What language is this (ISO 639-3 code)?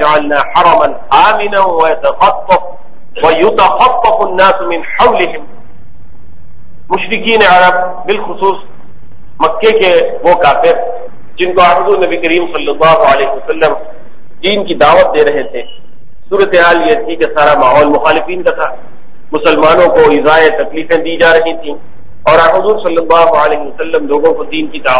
urd